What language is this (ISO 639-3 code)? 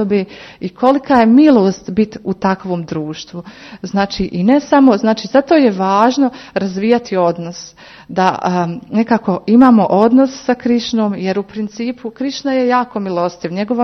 hrv